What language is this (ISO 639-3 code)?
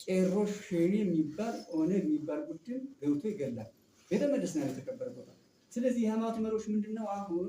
amh